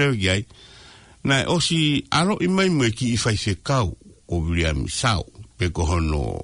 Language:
Tongan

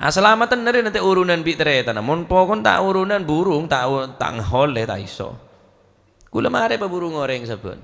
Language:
Madurese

